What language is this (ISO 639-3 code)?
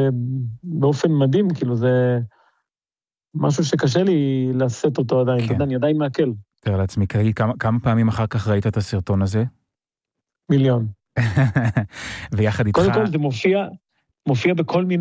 heb